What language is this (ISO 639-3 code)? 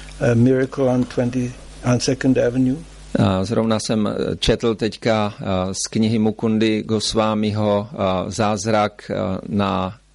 ces